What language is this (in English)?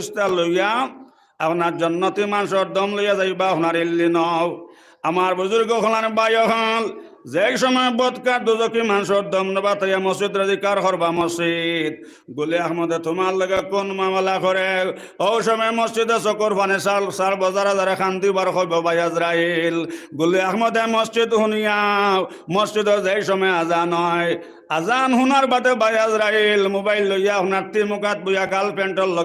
Sylheti